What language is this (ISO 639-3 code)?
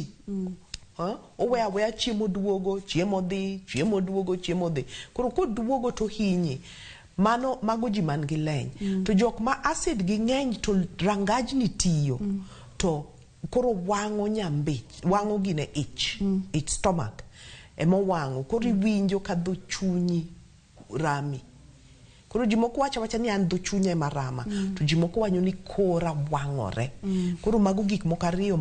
luo